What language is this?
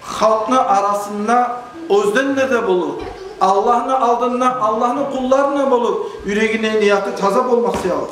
Kumyk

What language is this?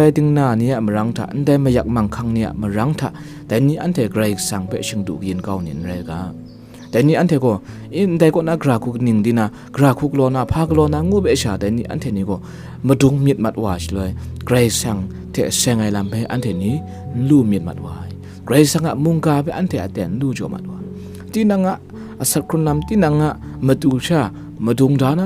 Kachin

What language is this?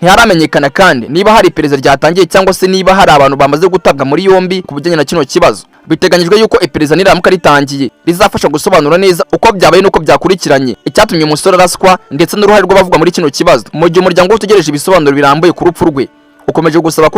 Kinyarwanda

